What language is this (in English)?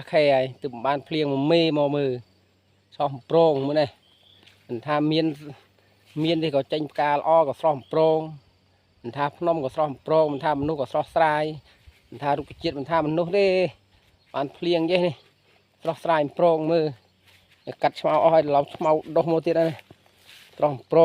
Khmer